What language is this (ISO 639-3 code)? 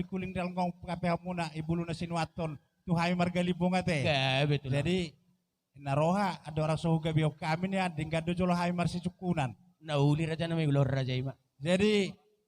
bbc